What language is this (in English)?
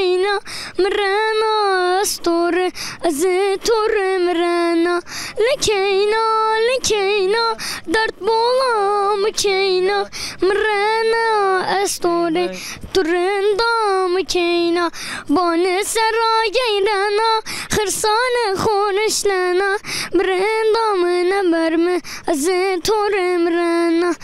Zaza